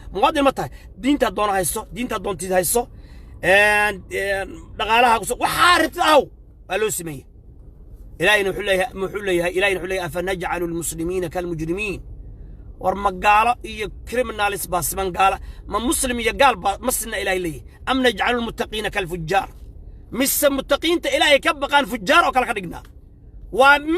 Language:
Somali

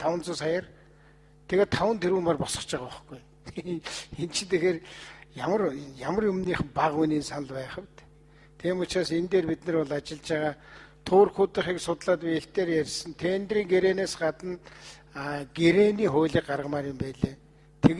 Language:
Mongolian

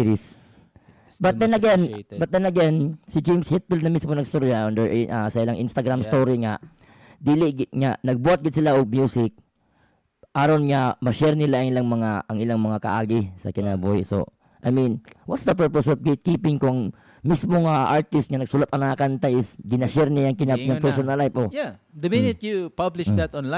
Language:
Filipino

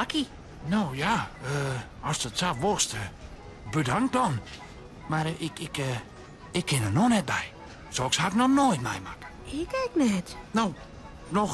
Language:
Western Frisian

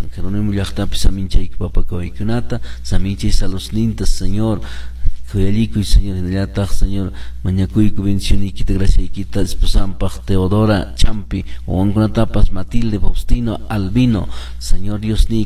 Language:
Quechua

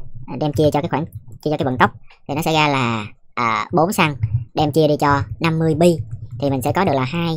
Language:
Vietnamese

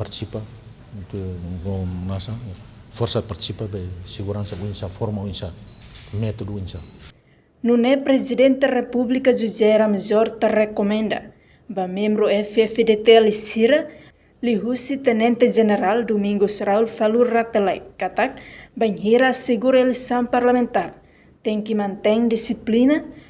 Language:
Tetum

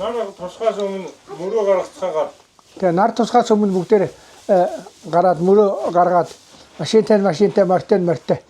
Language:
Mongolian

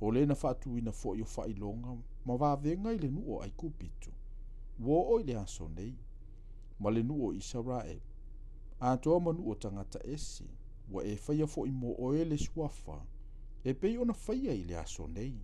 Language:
Samoan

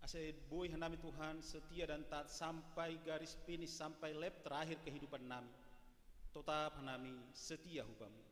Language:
Batak Simalungun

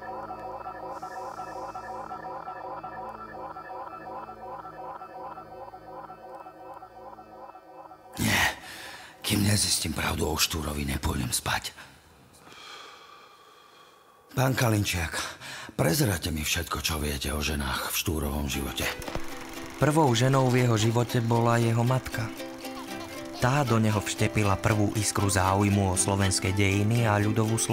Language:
Slovak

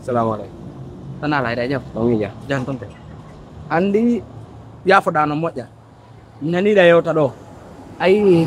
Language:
Pular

